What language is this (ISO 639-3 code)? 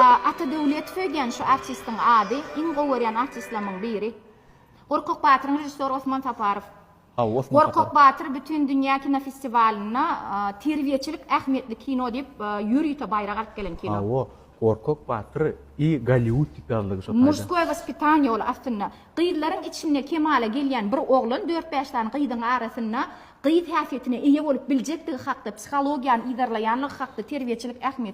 tuk